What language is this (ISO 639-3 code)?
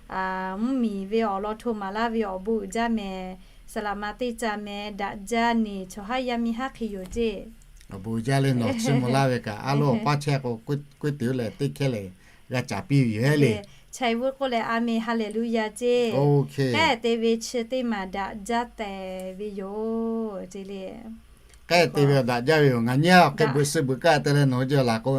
lhu